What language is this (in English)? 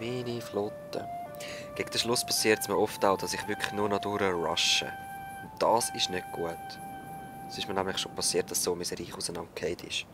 Swiss German